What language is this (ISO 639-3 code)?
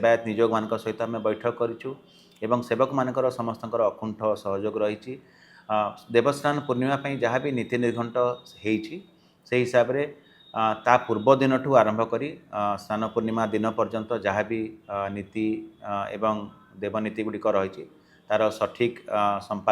ori